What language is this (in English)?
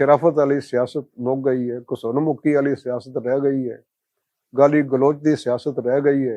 Western Panjabi